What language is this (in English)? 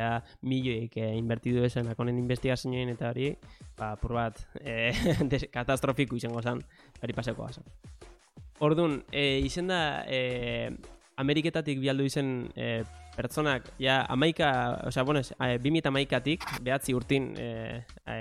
Basque